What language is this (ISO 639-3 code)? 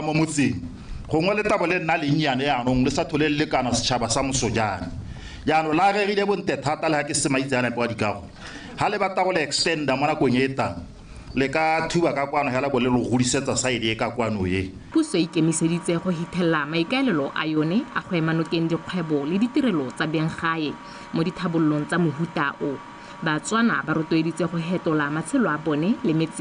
tsn